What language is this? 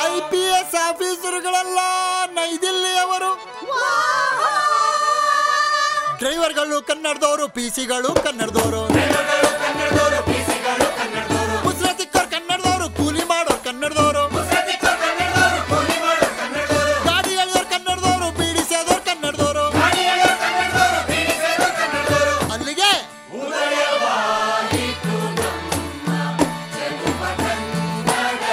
Kannada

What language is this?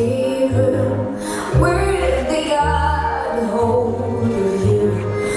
Yakut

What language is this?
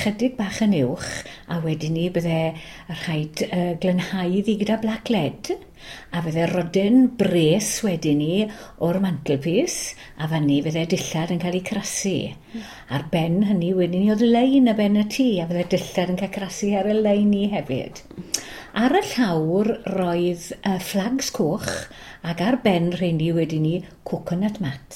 Welsh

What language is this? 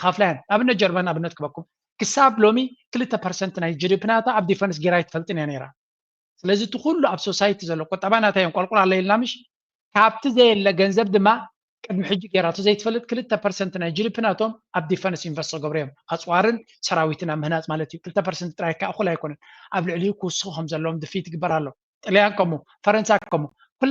Tigrinya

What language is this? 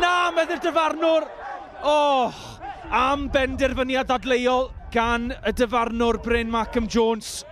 Welsh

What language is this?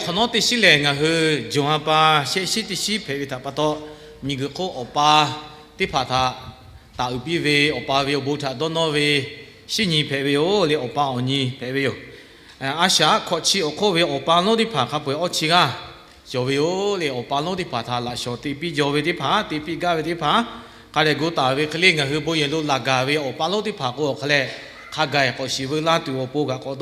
Lahu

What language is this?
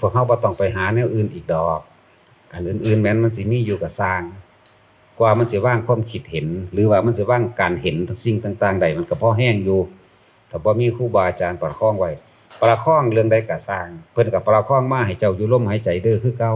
Northeastern Thai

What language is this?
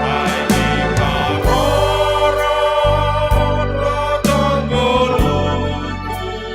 Batak Simalungun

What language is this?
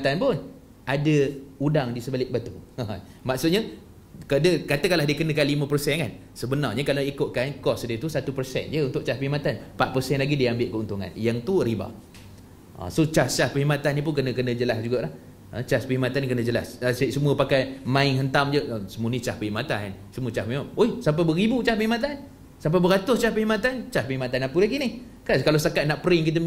Malay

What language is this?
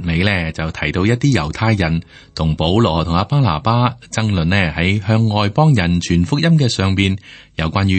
Cantonese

